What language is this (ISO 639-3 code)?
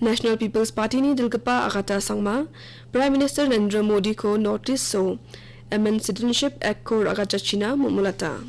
grt